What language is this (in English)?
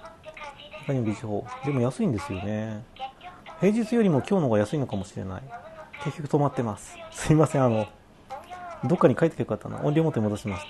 Japanese